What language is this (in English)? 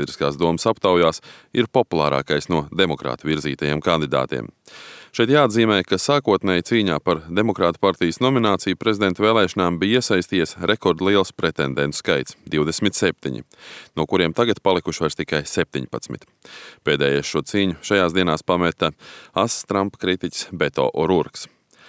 Latvian